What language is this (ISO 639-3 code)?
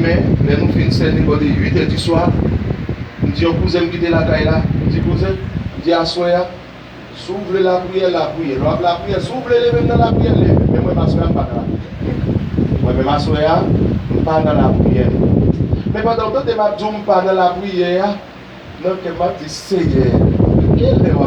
hat